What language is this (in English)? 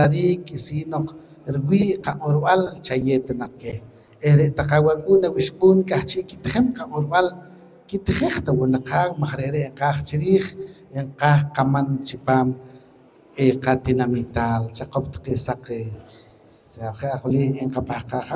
Poqomchi'